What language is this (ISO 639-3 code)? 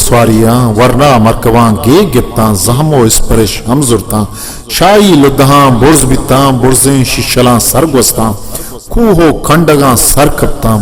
bgp